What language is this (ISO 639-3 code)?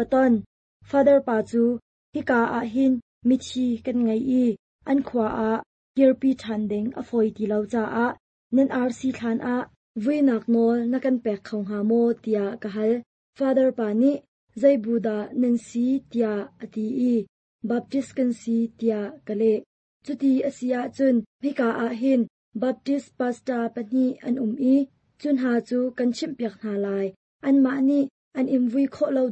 cnh